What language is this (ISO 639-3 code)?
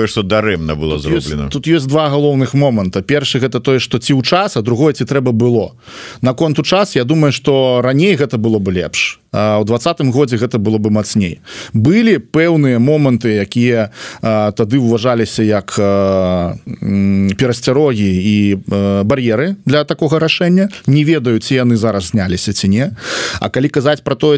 bel